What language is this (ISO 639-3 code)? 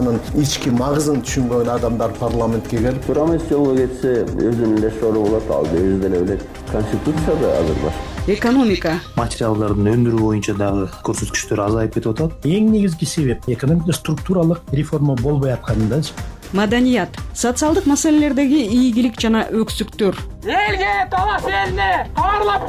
kir